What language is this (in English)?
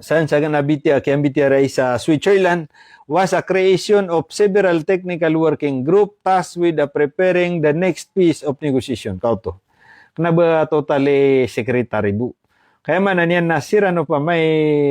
Maranao